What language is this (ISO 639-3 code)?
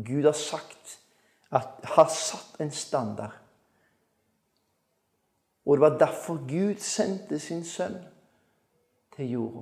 nor